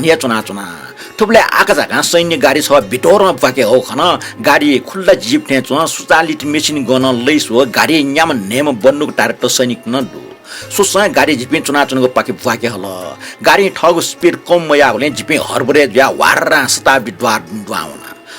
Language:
Newari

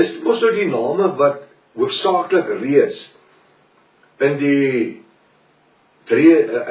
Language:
Afrikaans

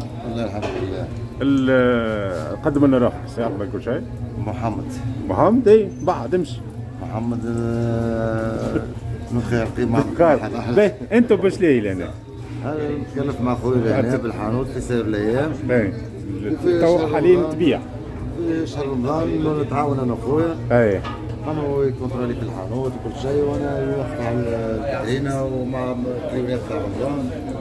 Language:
Tunisian Arabic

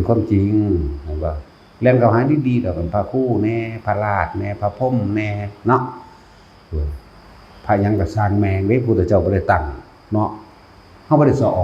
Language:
Northeastern Thai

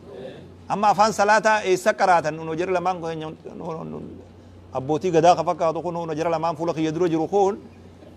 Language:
Oromo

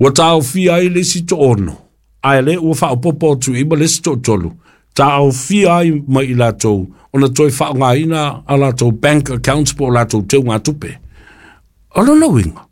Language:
Samoan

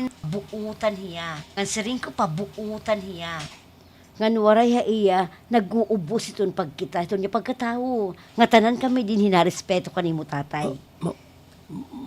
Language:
Waray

